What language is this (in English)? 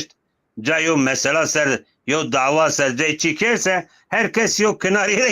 Zaza